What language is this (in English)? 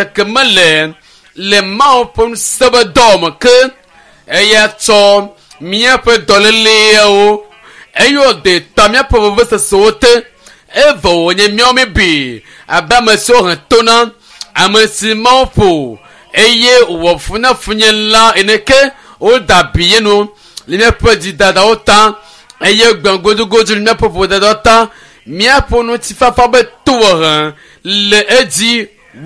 Ewe